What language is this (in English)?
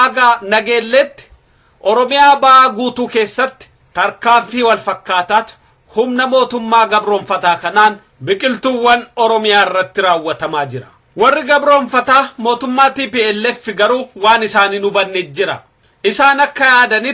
Oromo